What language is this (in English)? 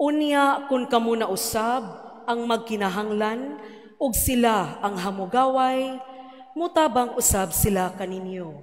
Cebuano